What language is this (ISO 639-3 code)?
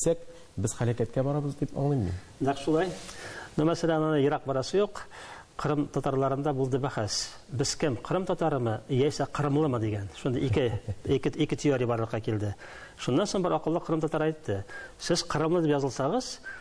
tat